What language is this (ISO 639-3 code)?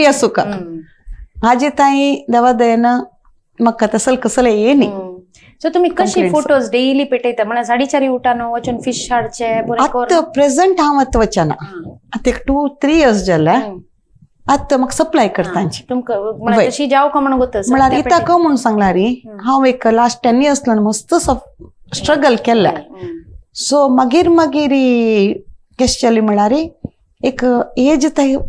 kok